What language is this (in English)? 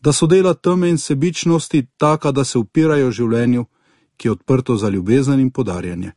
Slovenian